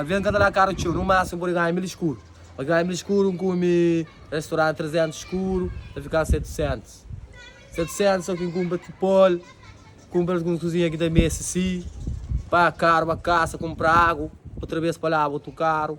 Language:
Kabuverdianu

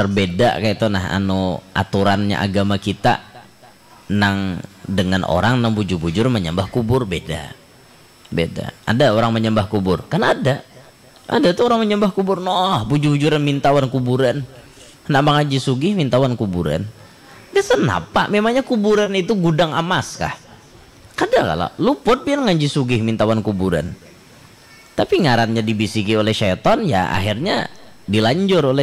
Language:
Banjar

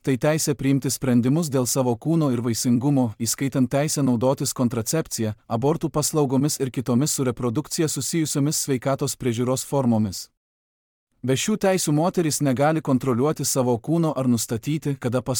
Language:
Lithuanian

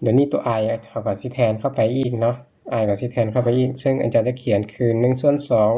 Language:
Lao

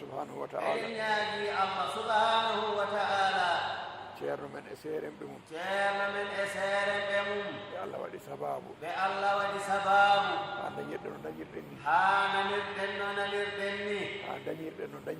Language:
Fula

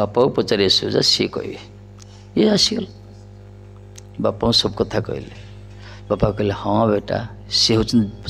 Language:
Odia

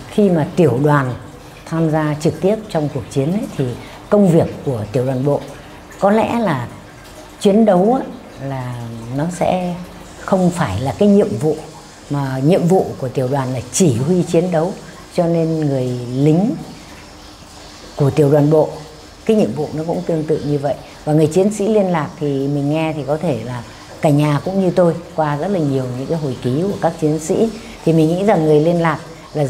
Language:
Vietnamese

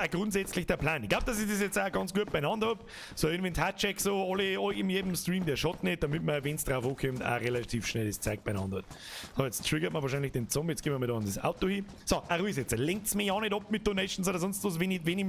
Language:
Bavarian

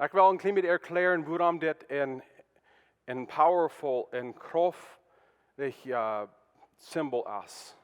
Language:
Plautdietsch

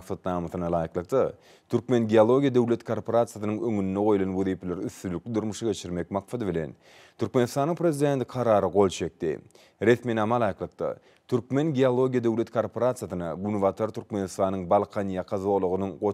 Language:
Turkmen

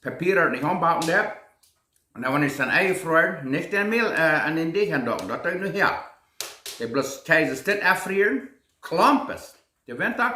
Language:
Plautdietsch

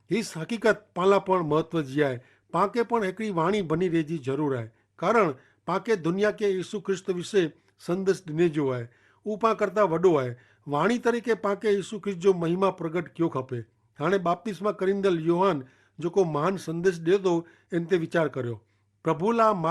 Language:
Kachhi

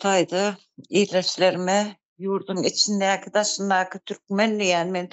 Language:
Turkmen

